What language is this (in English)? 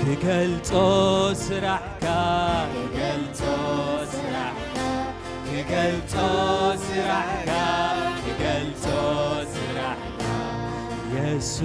Tigrinya